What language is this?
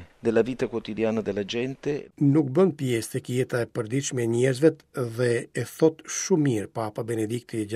Albanian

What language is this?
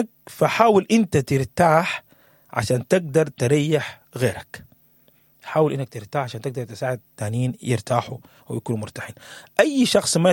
Sudanese Arabic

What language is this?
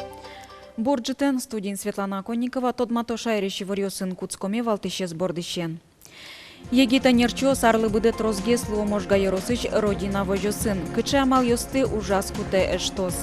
Udmurt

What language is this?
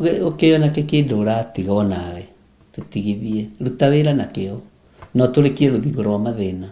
Kikuyu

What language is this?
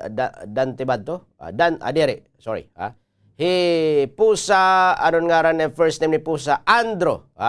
Waray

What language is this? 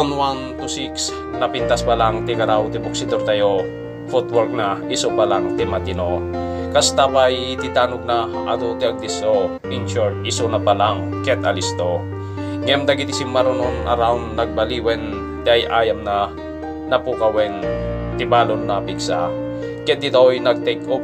Iloko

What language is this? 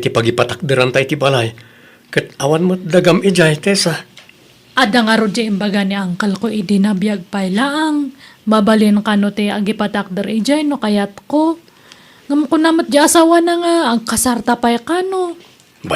Iloko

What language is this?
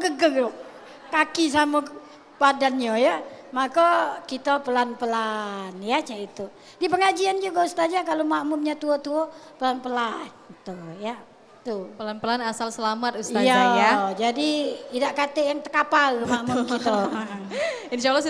Musi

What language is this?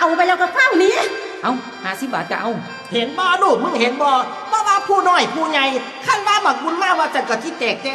Northeastern Thai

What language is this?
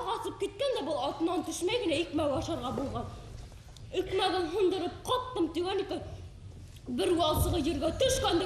Bashkir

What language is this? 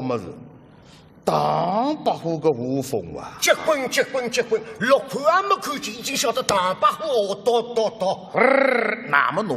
Wu Chinese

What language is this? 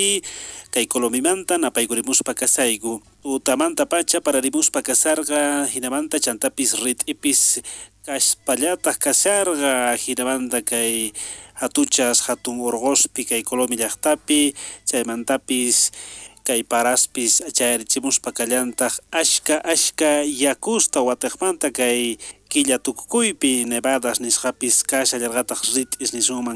South Bolivian Quechua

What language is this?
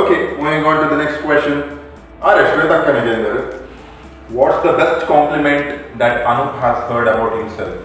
Tulu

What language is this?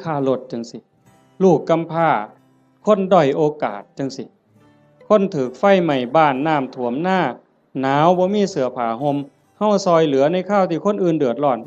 Northeastern Thai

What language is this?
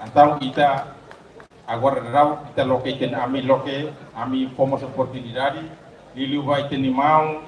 Tetum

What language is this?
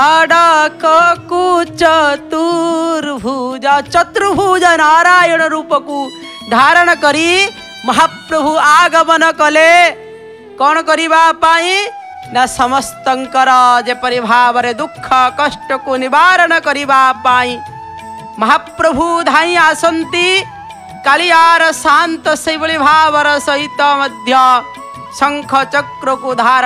Odia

